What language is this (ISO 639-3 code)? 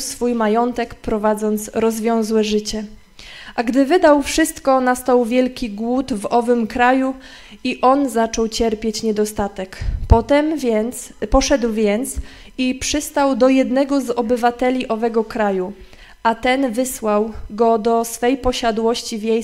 pol